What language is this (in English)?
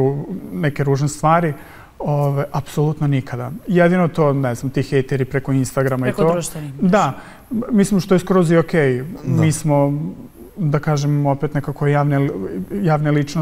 Serbian